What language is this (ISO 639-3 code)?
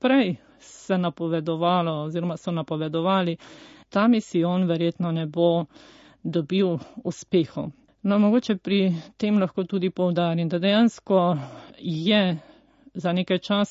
slv